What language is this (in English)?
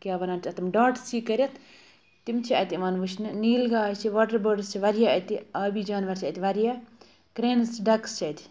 Kashmiri